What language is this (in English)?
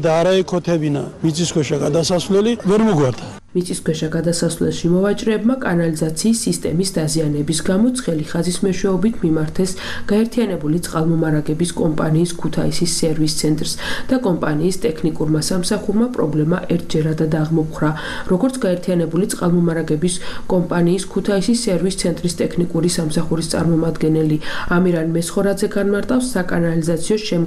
Georgian